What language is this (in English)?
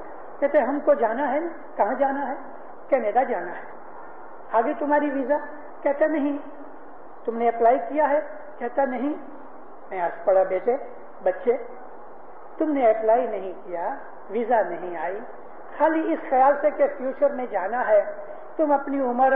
Urdu